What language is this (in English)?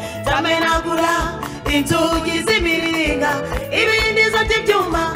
Kinyarwanda